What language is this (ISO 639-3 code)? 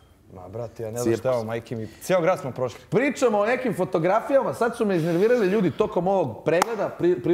bos